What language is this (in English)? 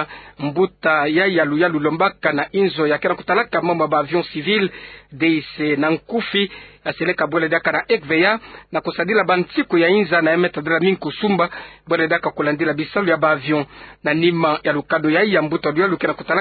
Kituba (Democratic Republic of Congo)